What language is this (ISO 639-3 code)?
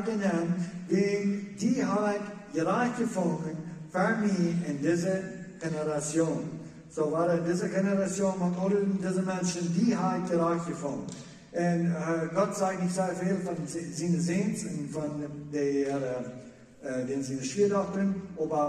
pdt